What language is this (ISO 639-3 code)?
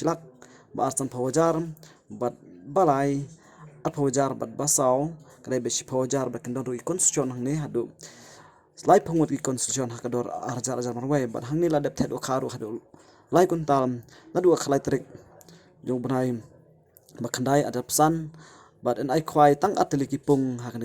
kha